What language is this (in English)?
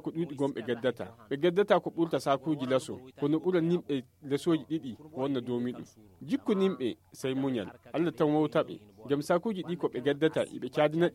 Nigerian Fulfulde